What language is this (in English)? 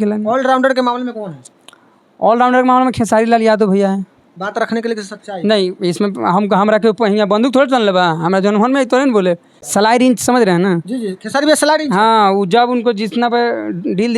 Bhojpuri